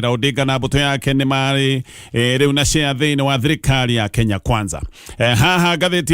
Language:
Kikuyu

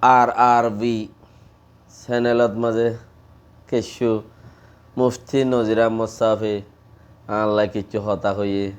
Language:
Rohingya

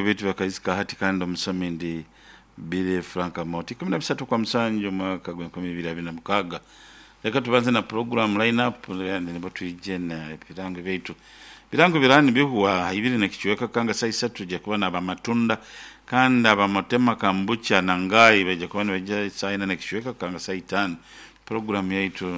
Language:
Nyoro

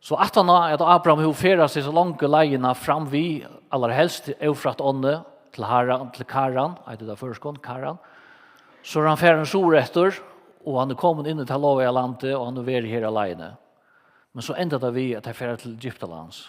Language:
Faroese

